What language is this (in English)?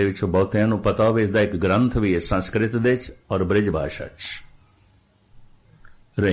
Punjabi